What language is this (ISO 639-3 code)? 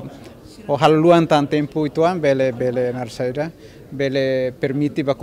tet